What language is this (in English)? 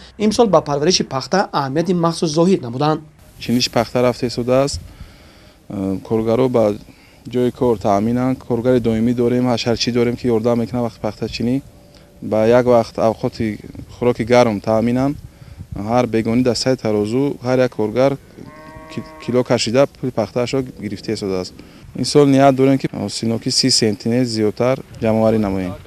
Tajik